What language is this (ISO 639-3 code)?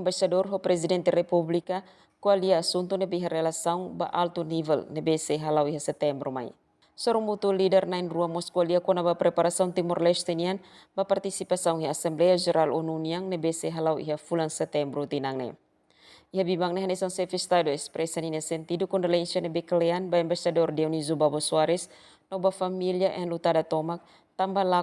tet